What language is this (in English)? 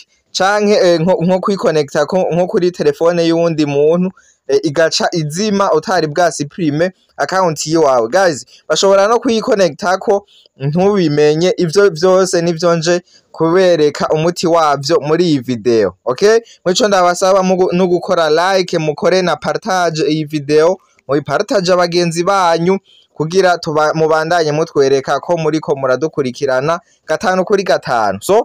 Rundi